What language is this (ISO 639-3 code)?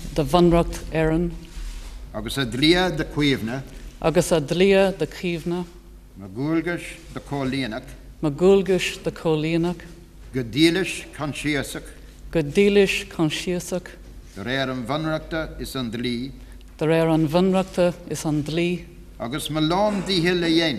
gle